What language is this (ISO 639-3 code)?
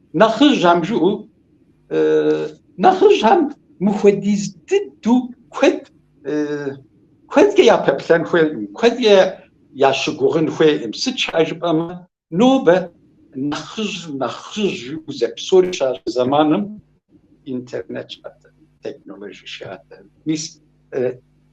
kbd